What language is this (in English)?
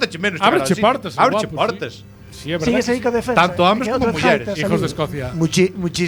Galician